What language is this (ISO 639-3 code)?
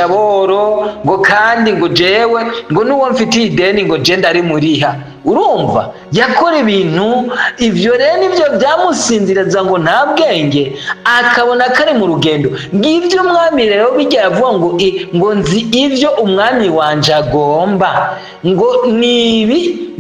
run